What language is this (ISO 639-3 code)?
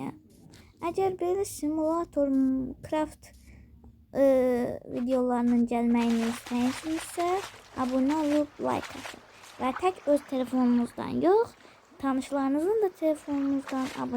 aze